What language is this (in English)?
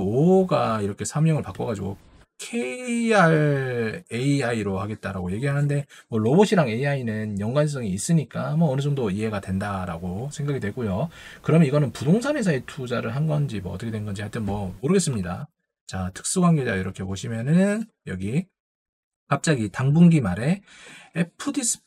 Korean